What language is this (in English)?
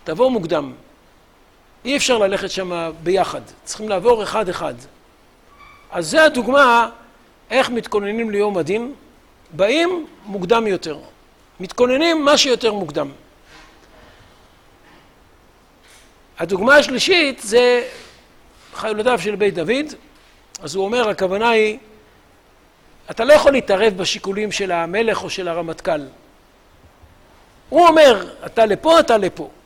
Hebrew